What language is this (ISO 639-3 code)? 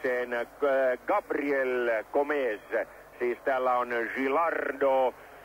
fin